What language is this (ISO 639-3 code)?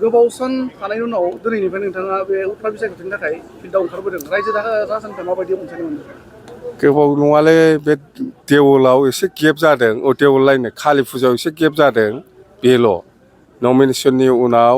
brx